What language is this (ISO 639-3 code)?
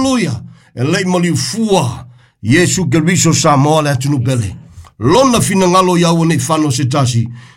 smo